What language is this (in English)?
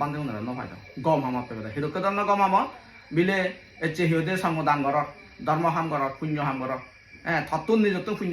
Chakma